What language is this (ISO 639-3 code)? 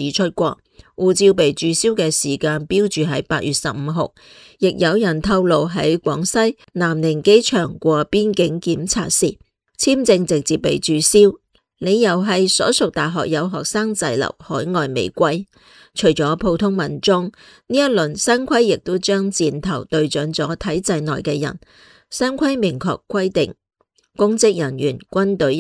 yue